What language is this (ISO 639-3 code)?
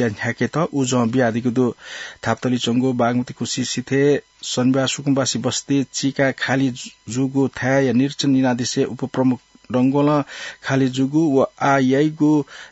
new